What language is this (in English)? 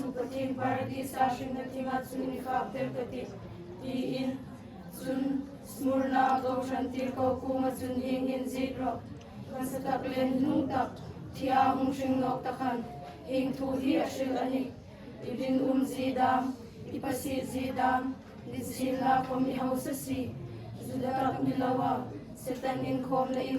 Hmar